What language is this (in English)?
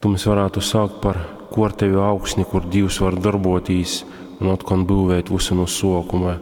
Latgalian